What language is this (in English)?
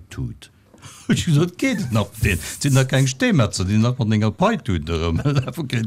Luxembourgish